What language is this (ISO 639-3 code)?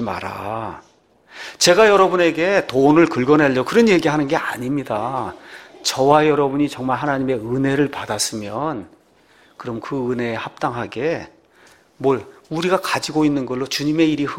kor